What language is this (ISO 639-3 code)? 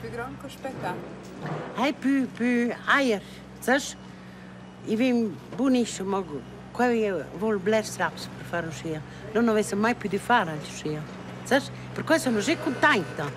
roh